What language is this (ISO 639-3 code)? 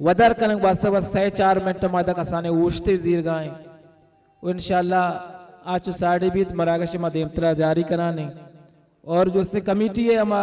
bal